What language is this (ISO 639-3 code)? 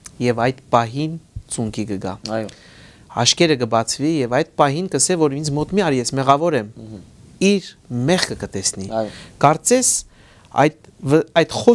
hyw